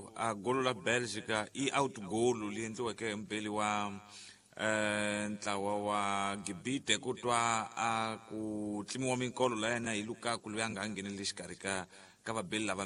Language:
Tsonga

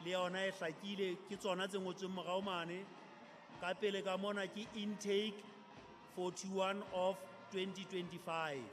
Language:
Southern Sotho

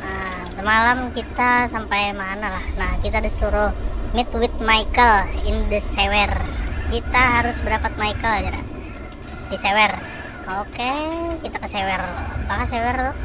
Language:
Banjar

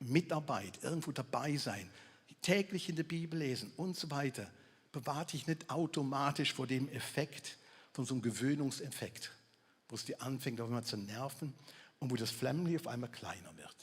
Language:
Swiss German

